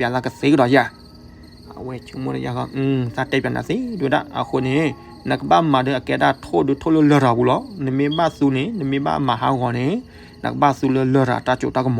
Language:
S'gaw Karen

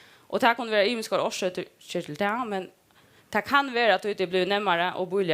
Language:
Faroese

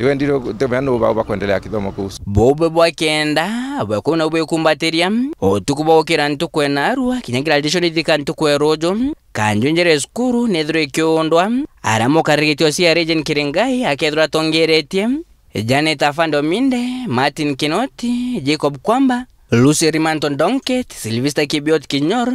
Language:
Meru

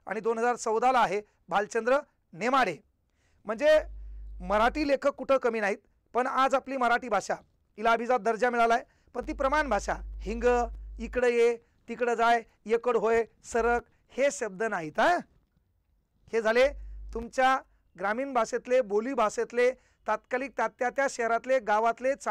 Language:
Marathi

